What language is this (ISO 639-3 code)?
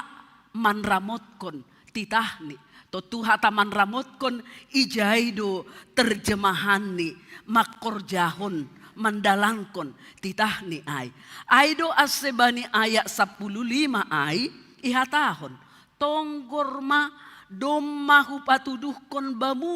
bts